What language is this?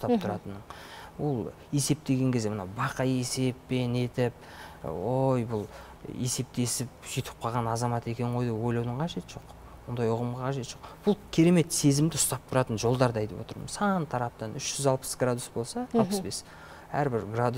Kazakh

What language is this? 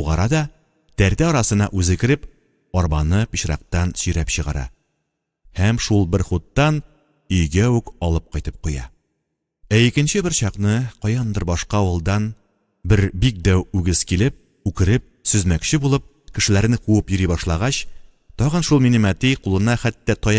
Tatar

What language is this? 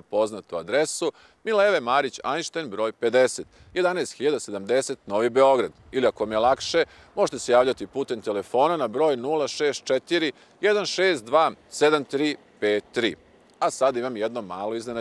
Serbian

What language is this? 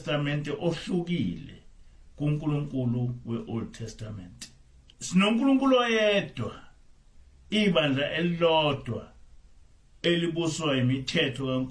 Zulu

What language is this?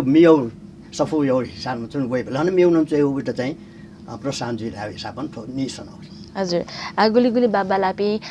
Newari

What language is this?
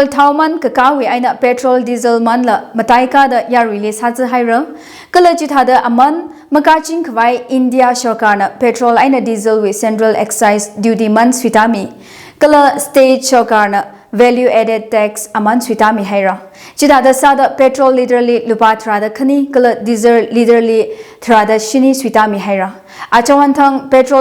Tangkhul Naga (India)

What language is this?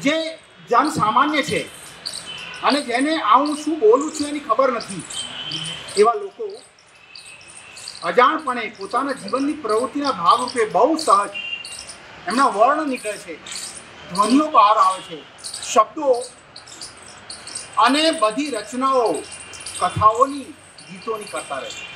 Gujarati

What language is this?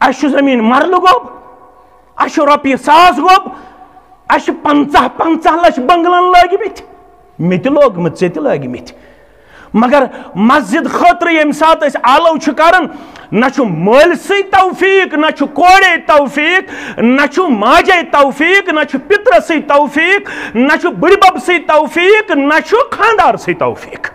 Kashmiri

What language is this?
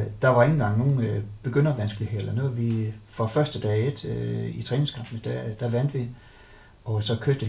Danish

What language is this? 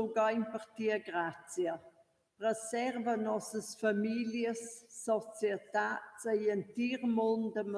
Romansh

